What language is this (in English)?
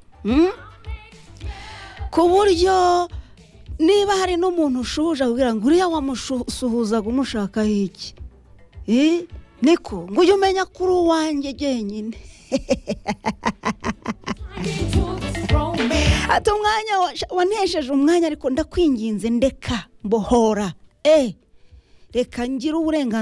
Kinyarwanda